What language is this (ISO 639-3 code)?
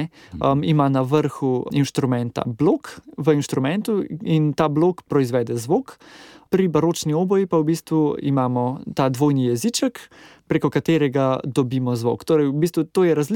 slv